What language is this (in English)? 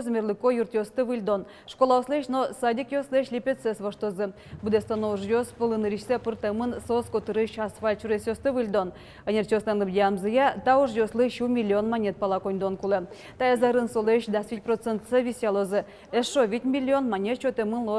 Udmurt